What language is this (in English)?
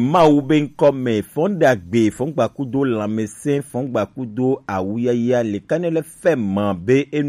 Gen